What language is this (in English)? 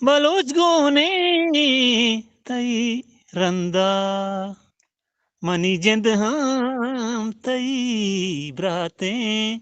Eastern Balochi